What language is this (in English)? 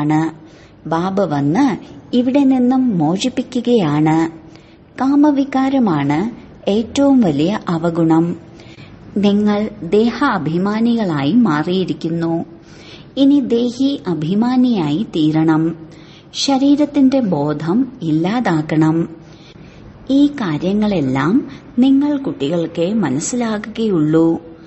Malayalam